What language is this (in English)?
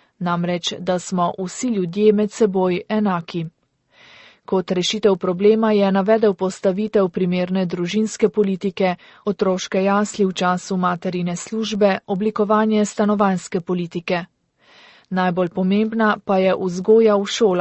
Slovenian